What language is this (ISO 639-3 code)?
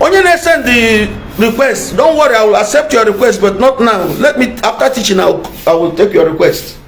ibo